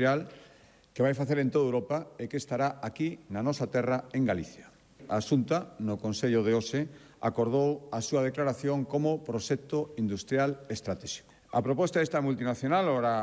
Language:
Galician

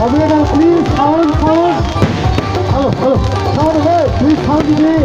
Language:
Kok Borok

